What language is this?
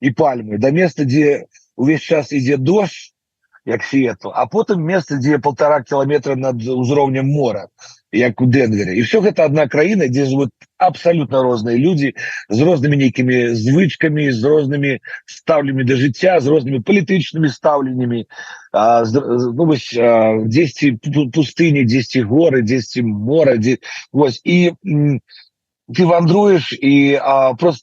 Belarusian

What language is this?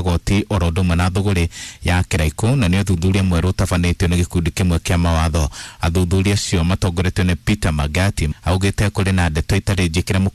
Kikuyu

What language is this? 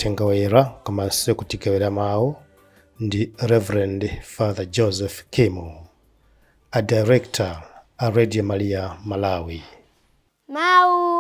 Nyanja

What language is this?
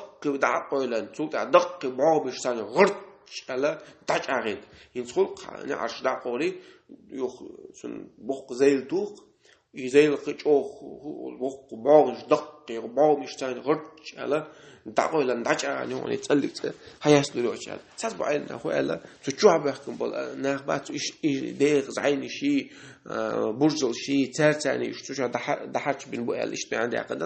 Chechen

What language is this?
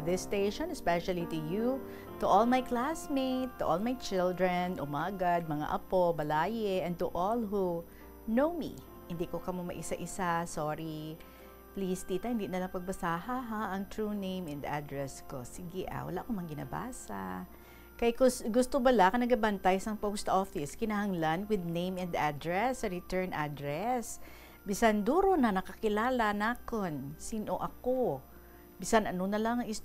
Hiligaynon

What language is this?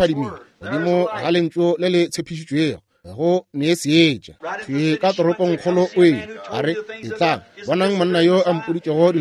Northern Sotho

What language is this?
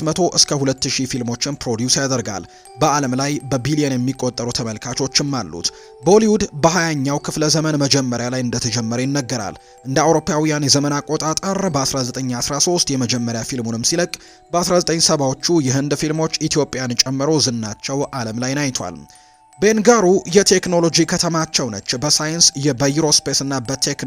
Amharic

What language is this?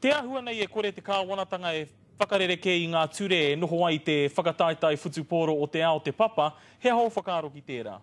Māori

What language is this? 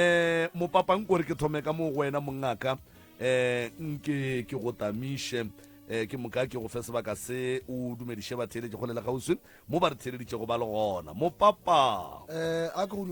Northern Sotho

